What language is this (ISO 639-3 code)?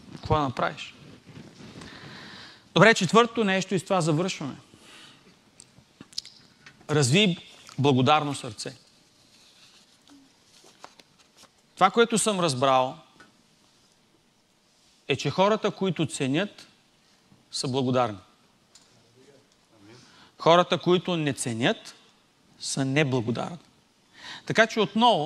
bul